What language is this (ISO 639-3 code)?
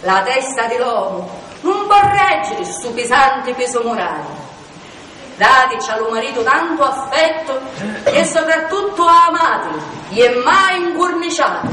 scn